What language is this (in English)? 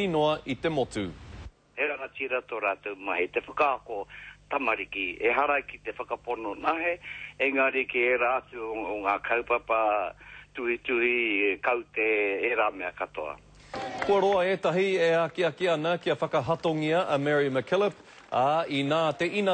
Māori